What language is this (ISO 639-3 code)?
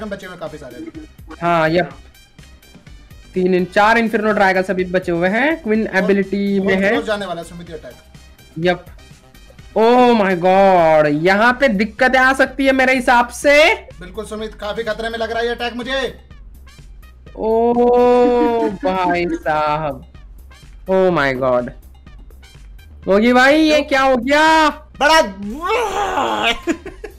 hin